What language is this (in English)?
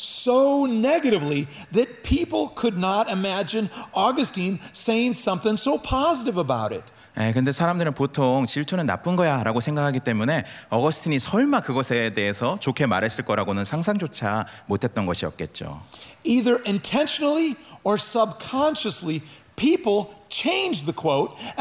Korean